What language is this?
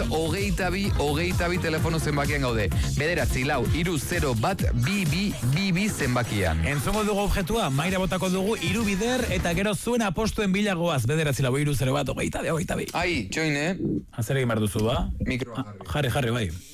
Basque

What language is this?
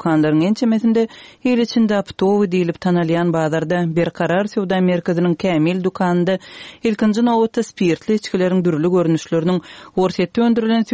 Turkmen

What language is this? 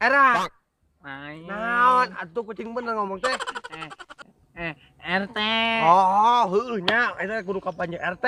Sundanese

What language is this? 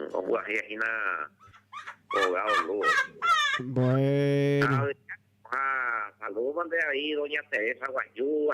Guarani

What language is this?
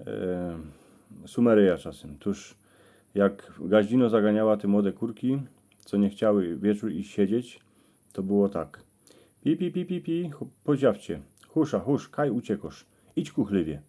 Silesian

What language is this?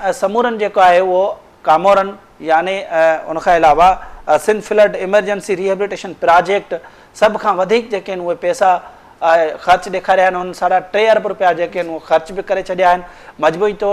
Sindhi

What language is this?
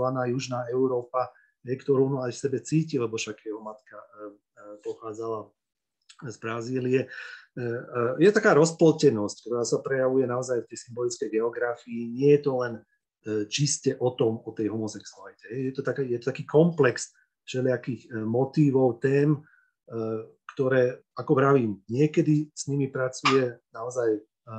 Slovak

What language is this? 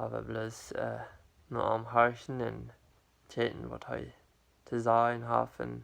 Plautdietsch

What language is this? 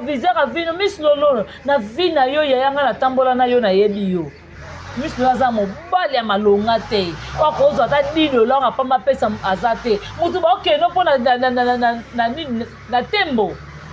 Lingala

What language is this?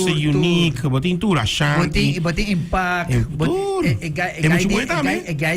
Papiamento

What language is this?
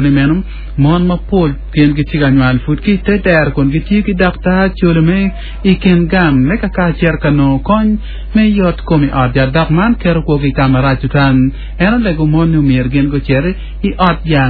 Acoli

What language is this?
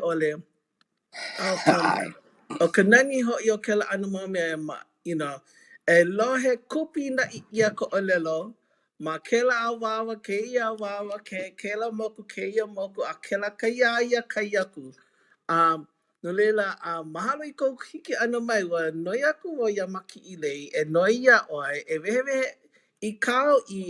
Hawaiian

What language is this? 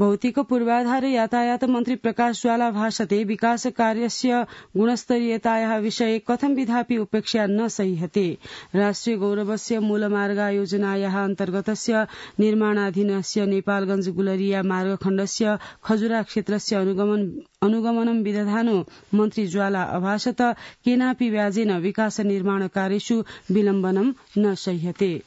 Sanskrit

